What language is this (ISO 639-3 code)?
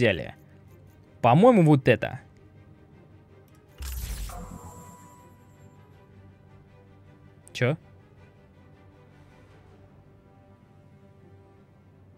rus